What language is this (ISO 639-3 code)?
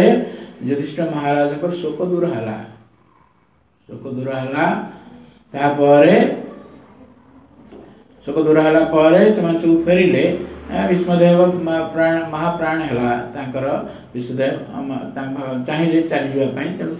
ori